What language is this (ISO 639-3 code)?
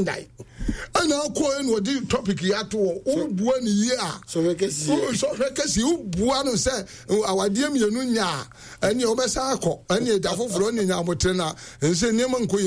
aka